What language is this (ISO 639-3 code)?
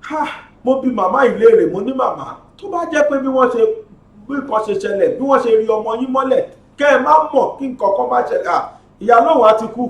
yor